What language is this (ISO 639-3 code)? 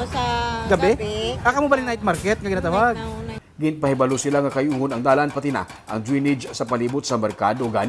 hil